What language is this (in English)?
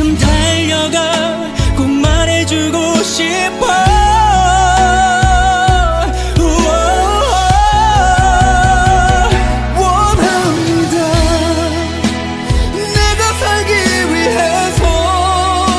Korean